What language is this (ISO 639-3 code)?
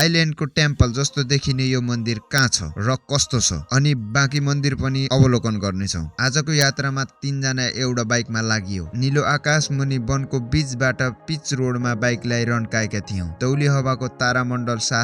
nep